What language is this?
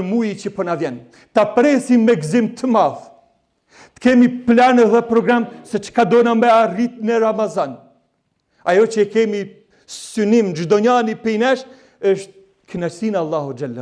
Albanian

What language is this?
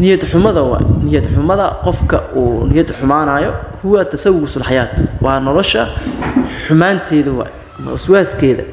Somali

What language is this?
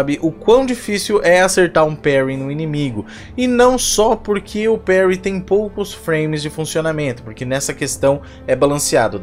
Portuguese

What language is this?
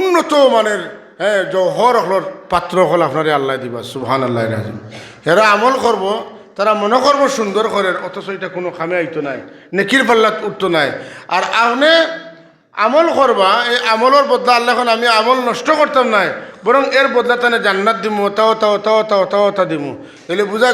Sylheti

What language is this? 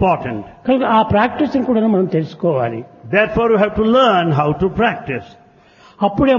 Telugu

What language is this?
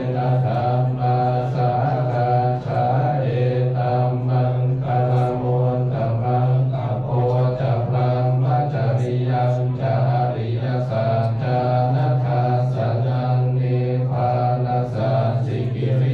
Pali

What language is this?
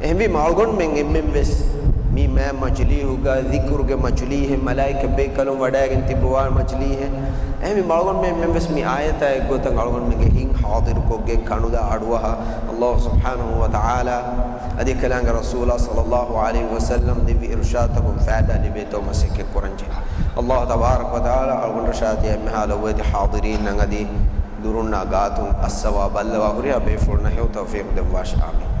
Divehi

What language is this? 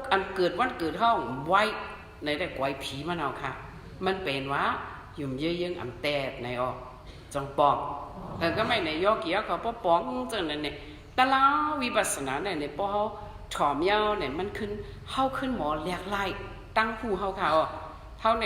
Shan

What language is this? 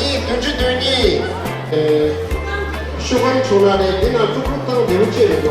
Tibetan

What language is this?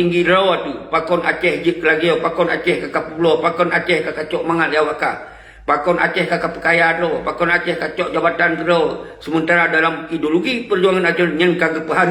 Achinese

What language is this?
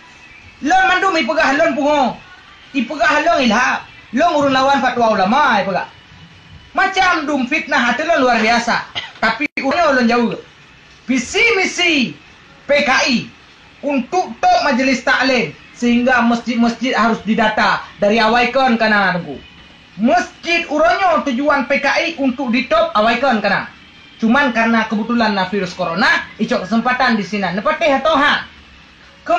Achinese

